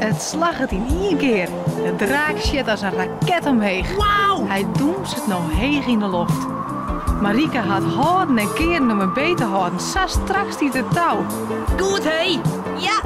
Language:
Western Frisian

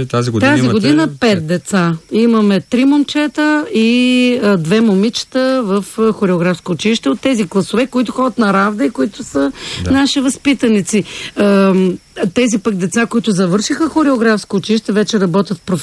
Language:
Bulgarian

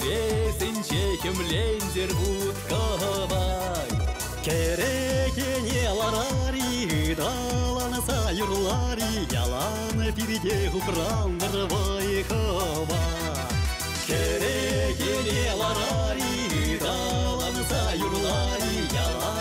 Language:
Chuvash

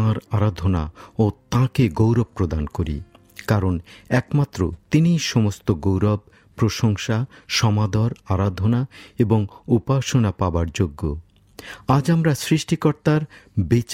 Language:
Bangla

